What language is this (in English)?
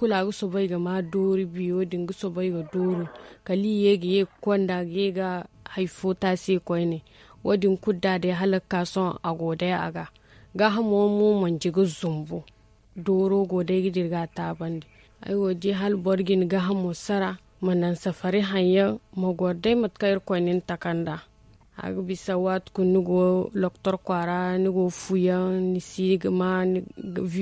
Zarma